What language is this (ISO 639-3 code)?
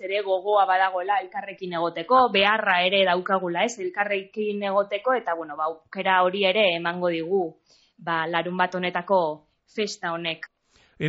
eus